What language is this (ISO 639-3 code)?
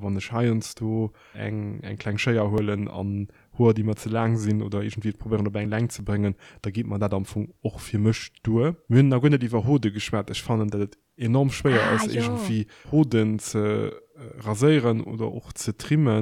ltz